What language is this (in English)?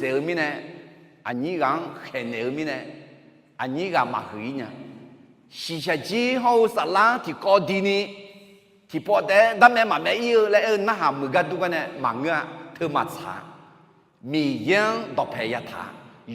Akha